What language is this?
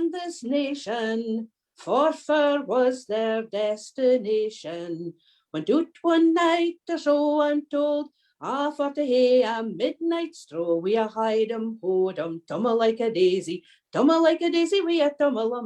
Scots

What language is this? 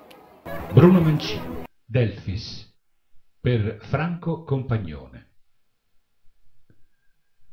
Italian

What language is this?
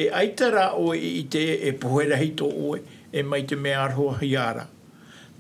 Tahitian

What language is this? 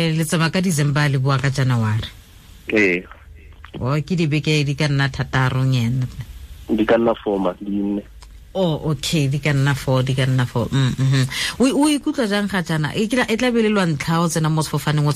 Tswana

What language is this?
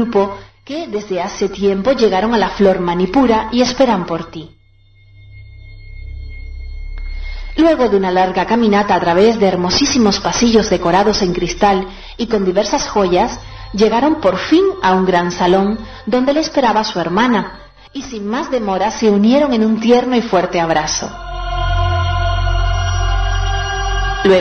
Spanish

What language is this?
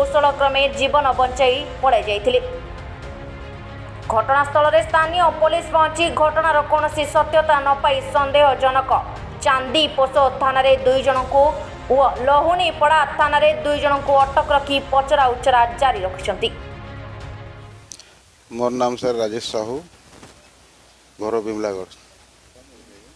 Odia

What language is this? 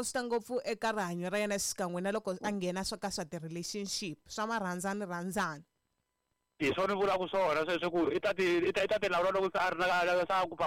Tsonga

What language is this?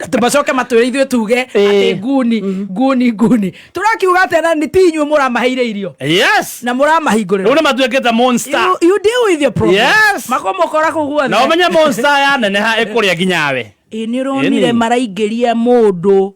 Kikuyu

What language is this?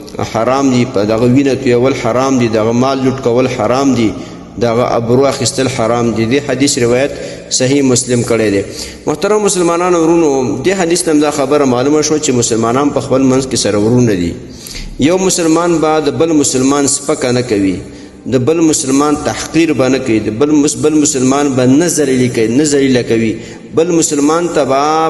Pashto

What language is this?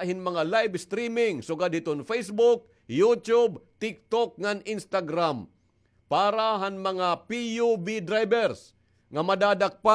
Waray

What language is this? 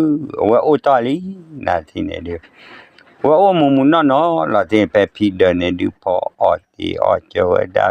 S'gaw Karen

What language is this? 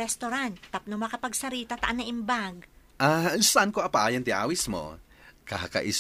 Iloko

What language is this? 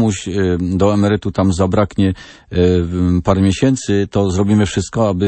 Polish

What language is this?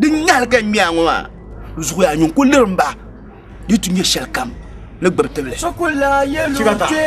Dagbani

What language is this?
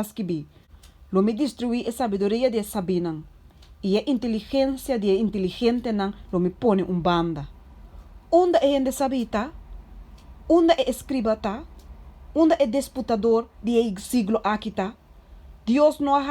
Papiamento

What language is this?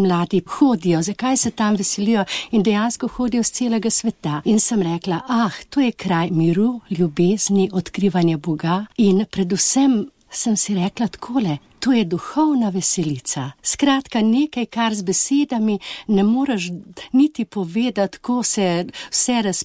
Slovenian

